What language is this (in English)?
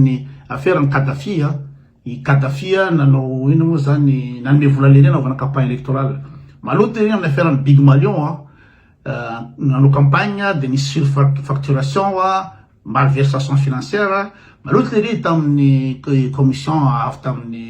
Malagasy